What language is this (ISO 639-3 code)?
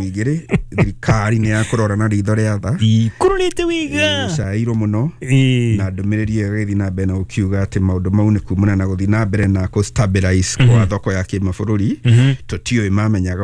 kik